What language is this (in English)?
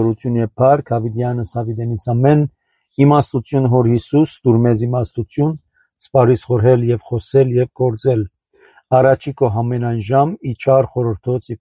Armenian